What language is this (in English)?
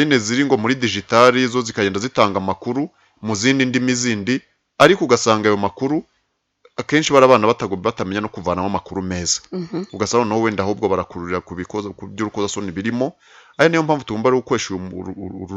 Kinyarwanda